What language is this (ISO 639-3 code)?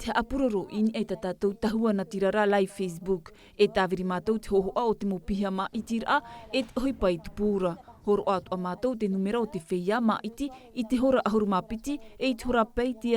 tah